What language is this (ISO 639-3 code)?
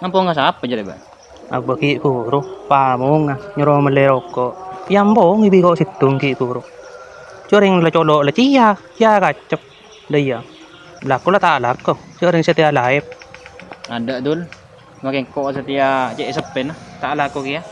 mad